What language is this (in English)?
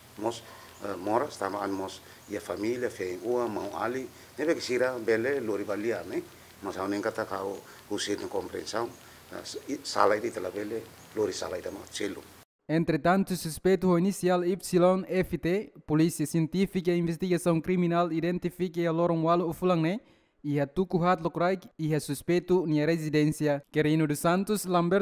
Tetum